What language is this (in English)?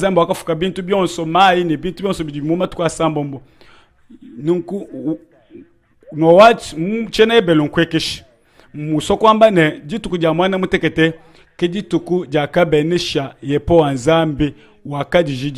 Luba-Lulua